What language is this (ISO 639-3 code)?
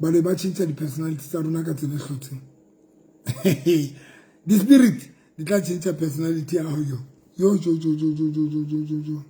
sot